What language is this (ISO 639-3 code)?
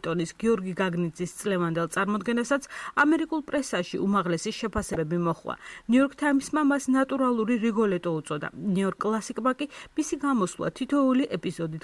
kat